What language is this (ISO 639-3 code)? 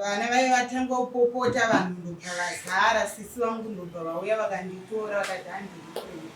sna